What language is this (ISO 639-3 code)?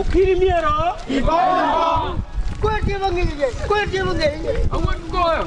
ach